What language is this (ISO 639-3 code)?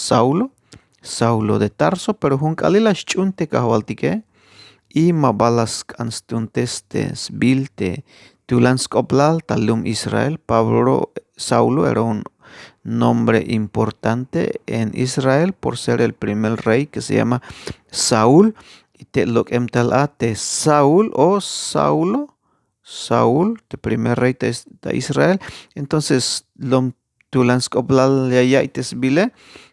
tzh